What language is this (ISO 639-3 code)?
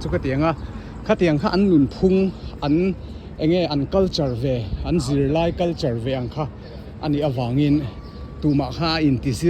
lus